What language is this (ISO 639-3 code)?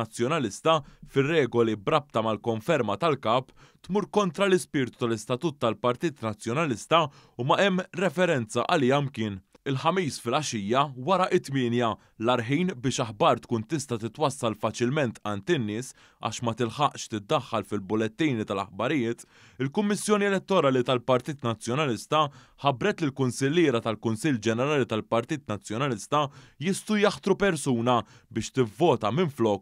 mlt